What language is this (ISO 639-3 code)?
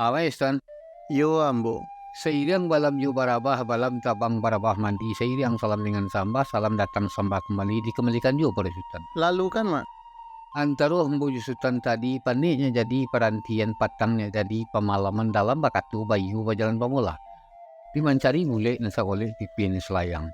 min